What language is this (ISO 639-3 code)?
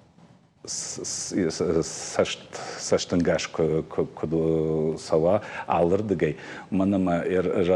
oss